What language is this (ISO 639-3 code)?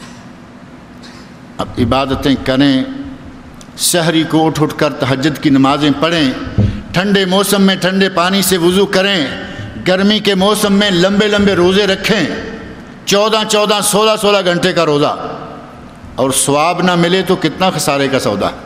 urd